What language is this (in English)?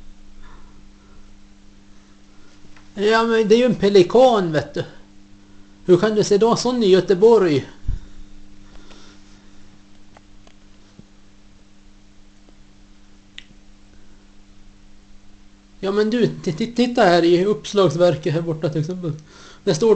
Swedish